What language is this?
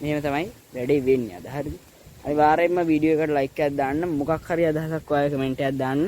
Sinhala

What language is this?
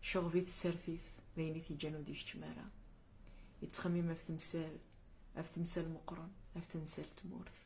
Kabyle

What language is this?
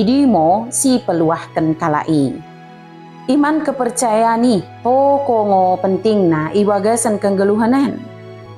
Batak Dairi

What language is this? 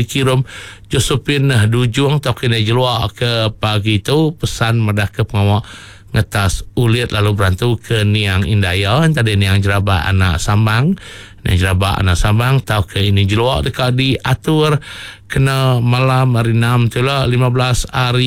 Iban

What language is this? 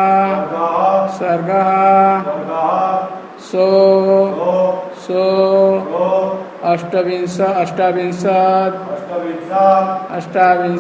Odia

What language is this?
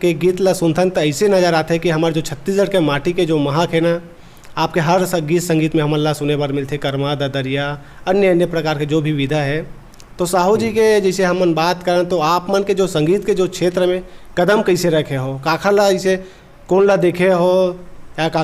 Chhattisgarhi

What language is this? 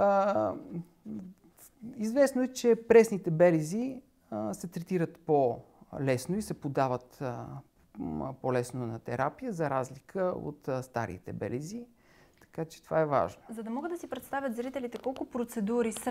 Bulgarian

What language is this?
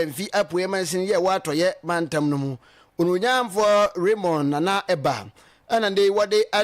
Akan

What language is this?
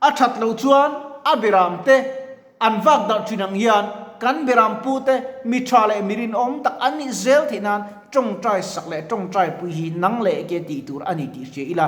Mizo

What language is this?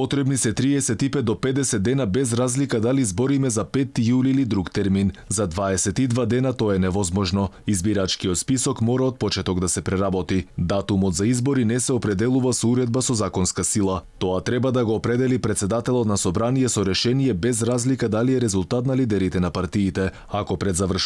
Macedonian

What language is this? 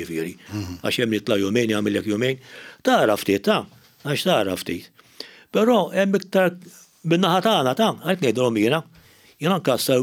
Maltese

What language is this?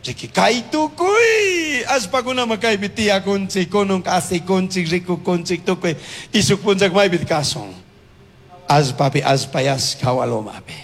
Chimborazo Highland Quichua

